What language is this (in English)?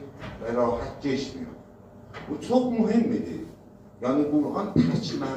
South Azerbaijani